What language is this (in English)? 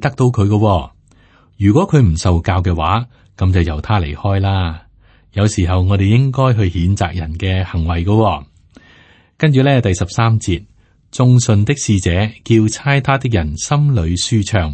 Cantonese